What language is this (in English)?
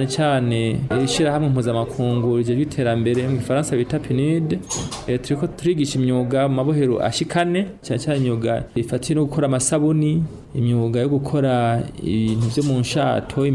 Rundi